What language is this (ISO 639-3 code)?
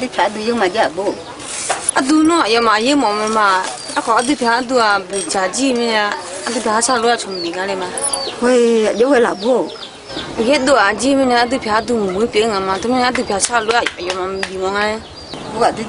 ahk